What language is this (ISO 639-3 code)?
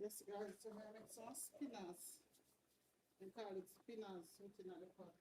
jam